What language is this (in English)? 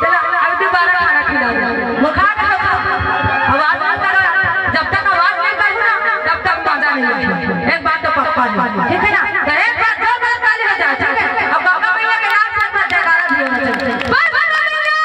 Chhattisgarhi